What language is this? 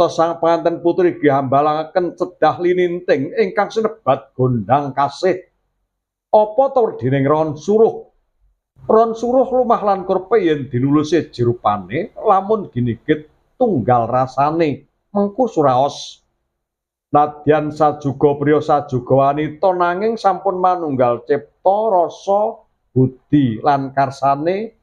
Javanese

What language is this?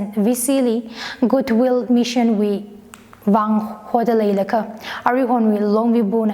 Tangkhul Naga (India)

